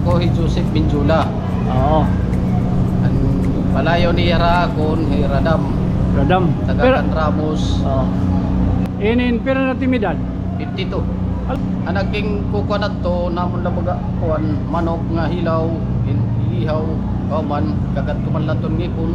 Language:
Waray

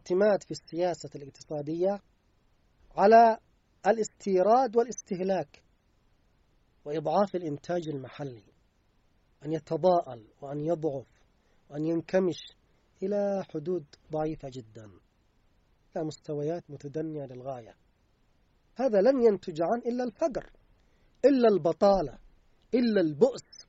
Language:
Arabic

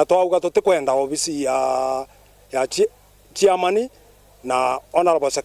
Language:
Meru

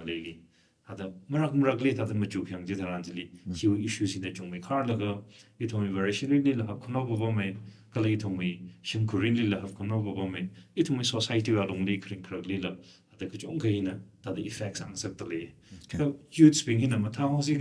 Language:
Tangkhul Naga (India)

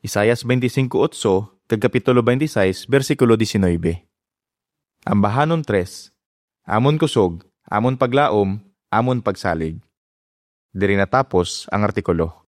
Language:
Hiligaynon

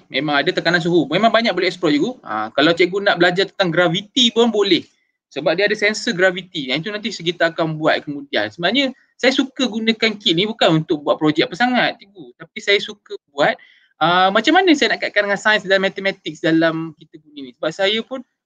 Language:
Malay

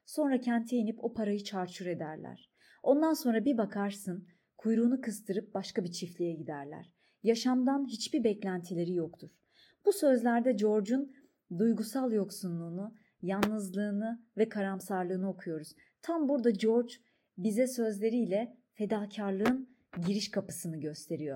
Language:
Turkish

